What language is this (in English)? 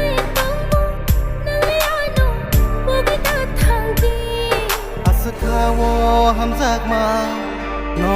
Kok Borok